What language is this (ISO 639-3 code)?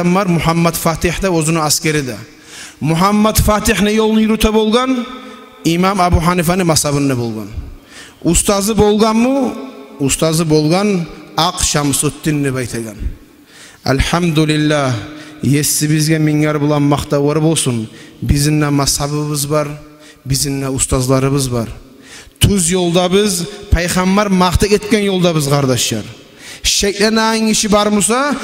kum